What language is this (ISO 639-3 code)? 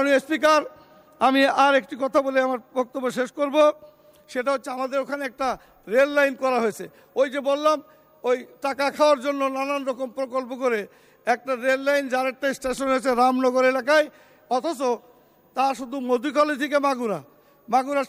ben